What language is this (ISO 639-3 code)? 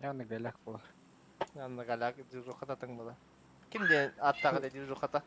sah